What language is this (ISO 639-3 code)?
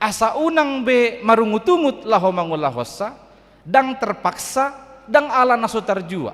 bbc